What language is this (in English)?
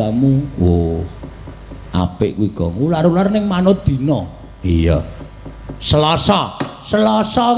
Javanese